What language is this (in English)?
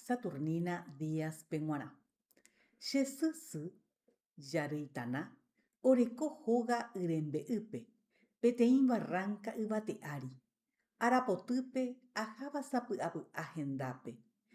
Guarani